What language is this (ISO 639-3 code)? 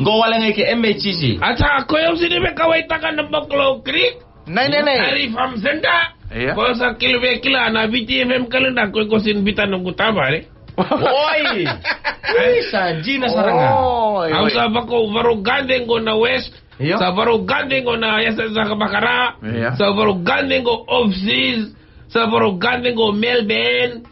fij